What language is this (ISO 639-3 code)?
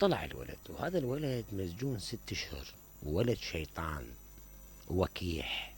acm